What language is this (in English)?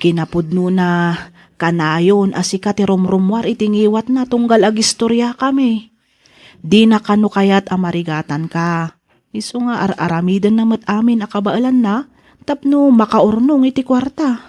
Iloko